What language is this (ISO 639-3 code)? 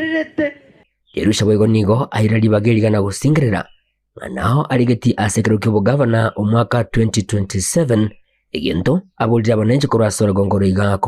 guz